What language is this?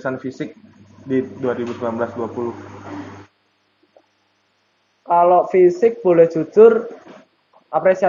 Indonesian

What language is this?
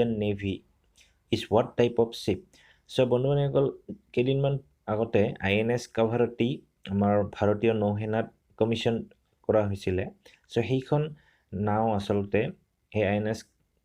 Assamese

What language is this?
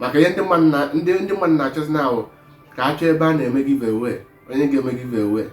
Igbo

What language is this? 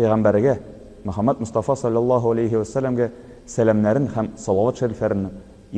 Tatar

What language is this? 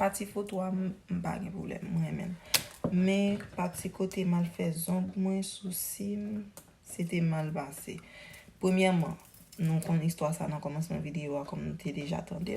Haitian Creole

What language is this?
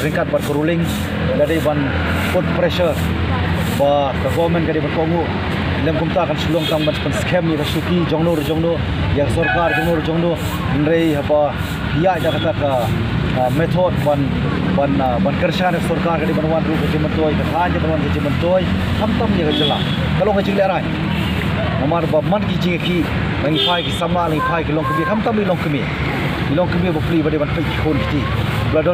Khasi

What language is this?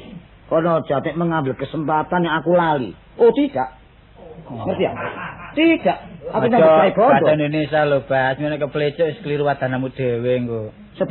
Javanese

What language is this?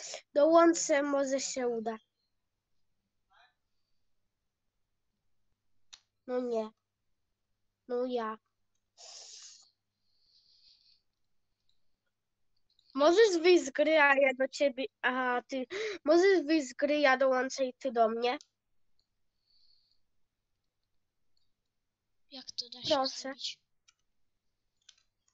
Polish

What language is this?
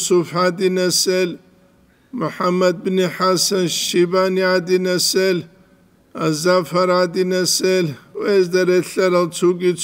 Avaric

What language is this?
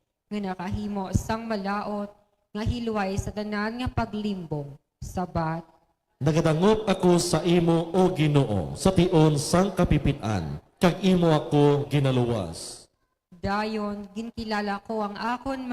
Hiligaynon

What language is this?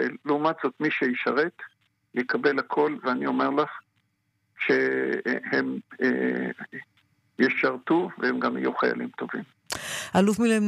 Hebrew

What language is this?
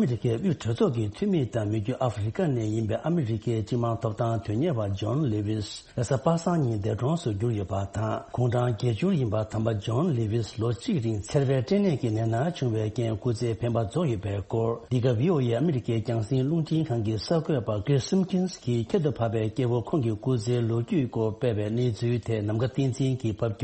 Tibetan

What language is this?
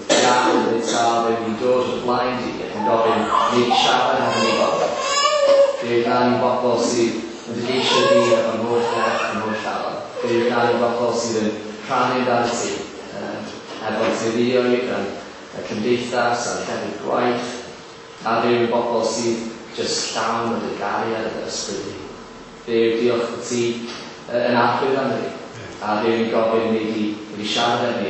Welsh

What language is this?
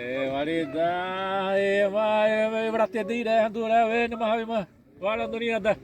Xavánte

